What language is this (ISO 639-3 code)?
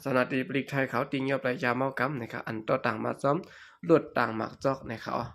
shn